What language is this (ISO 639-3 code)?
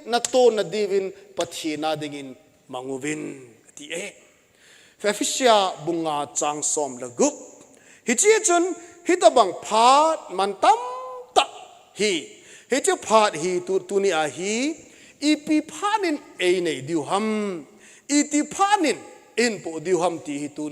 tcz